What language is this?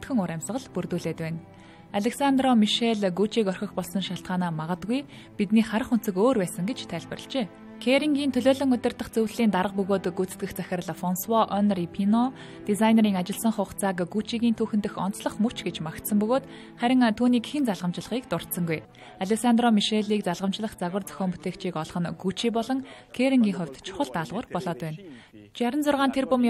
Mongolian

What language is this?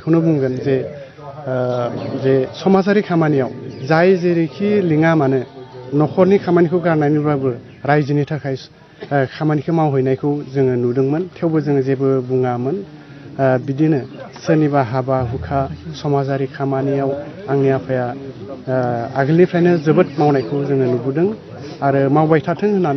Bodo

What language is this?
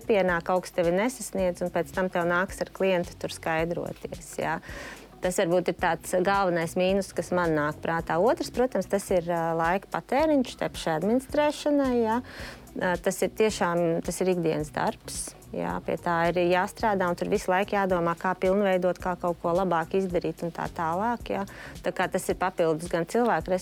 Latvian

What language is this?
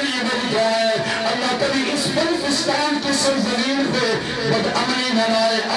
Urdu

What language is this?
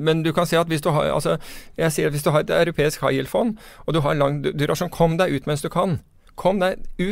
Norwegian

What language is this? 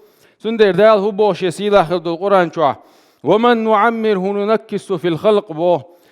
Chechen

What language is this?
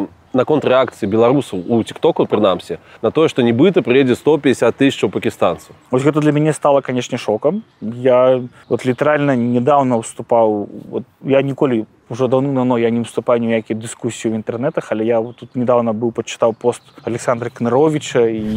Belarusian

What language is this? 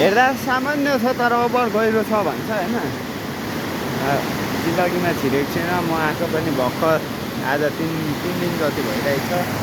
Nepali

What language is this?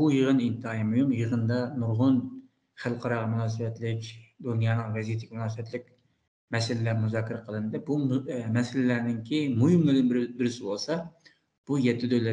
Uyghur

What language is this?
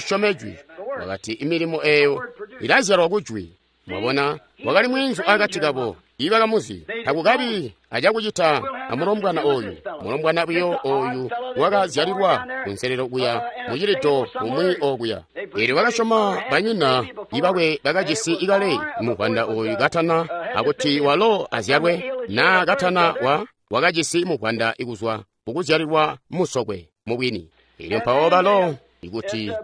Tonga (Zambia)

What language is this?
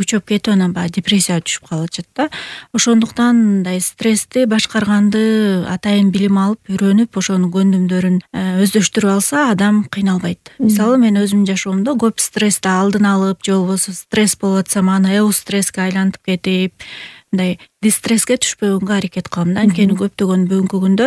Kyrgyz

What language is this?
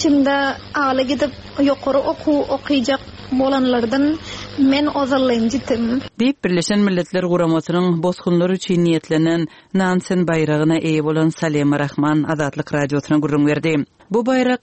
Turkmen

